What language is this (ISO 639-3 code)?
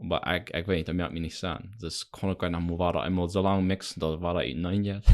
pdt